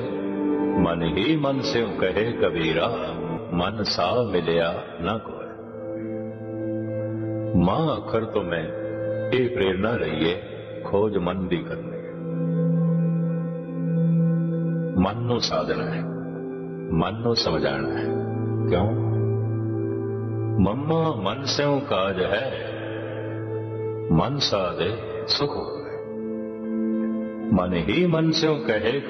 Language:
Punjabi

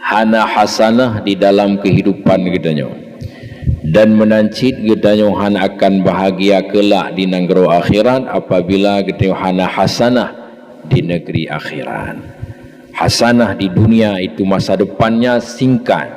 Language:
Achinese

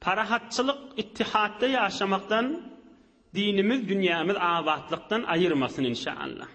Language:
Turkmen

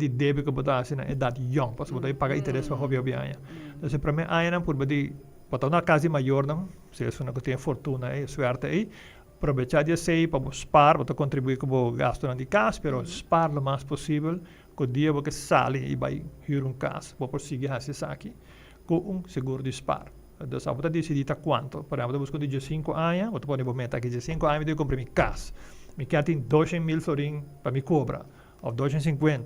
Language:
Papiamento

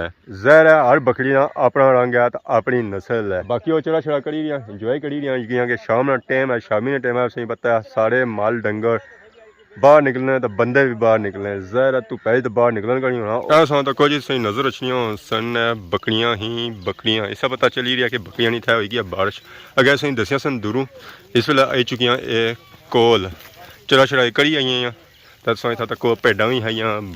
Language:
Pahari-Potwari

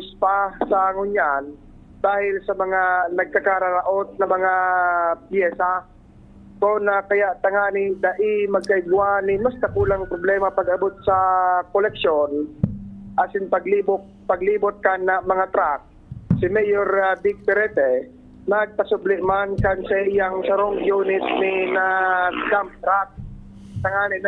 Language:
Bikol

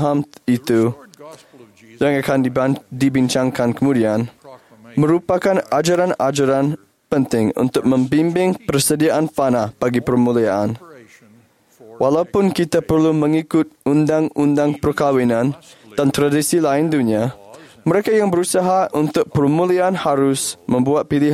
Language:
Malay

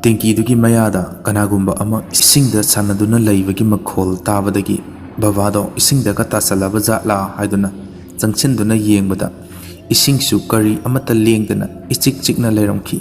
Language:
Manipuri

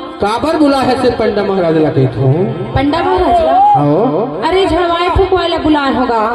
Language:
Chhattisgarhi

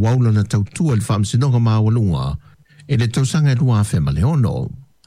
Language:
Samoan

